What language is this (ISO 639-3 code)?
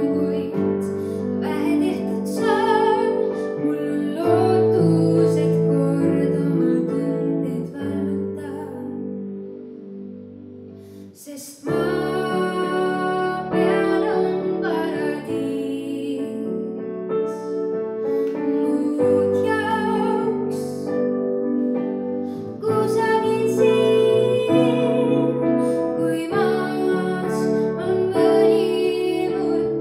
est